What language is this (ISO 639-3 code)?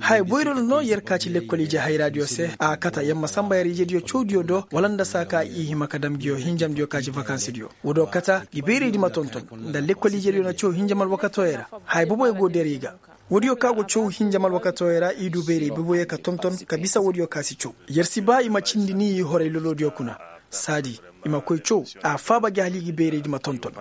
ses